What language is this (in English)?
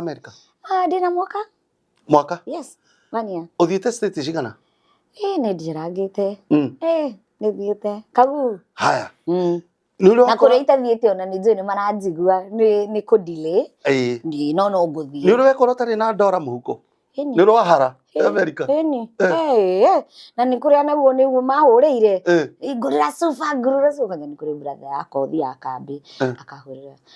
Kikuyu